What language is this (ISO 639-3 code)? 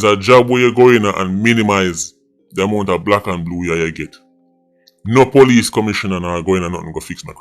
jam